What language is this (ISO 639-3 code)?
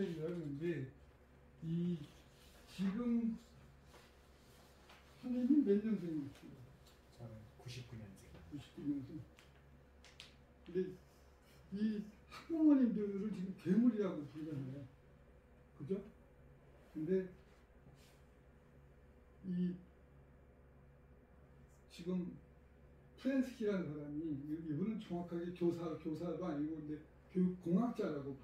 kor